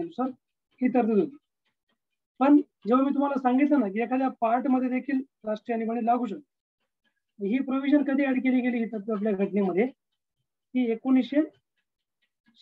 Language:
Marathi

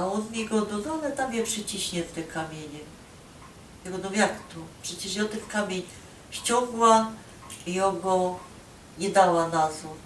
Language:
Silesian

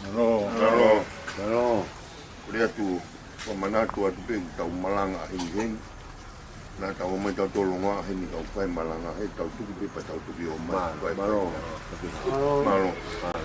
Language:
Tongan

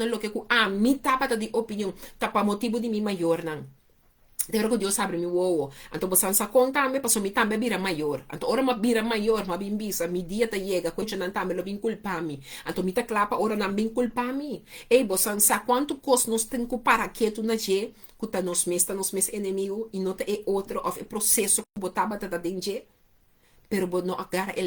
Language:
Papiamento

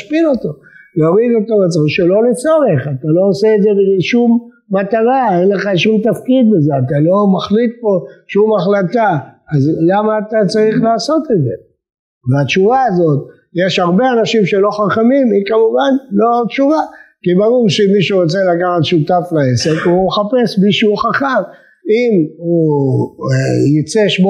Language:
Hebrew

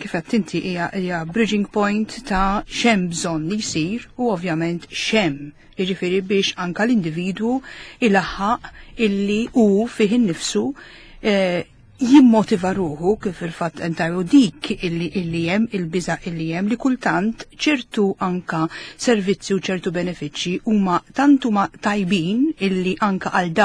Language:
Maltese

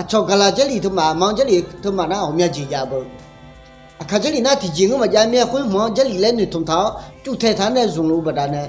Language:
Akha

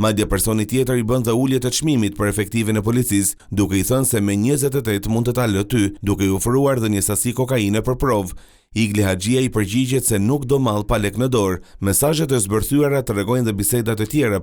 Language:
Albanian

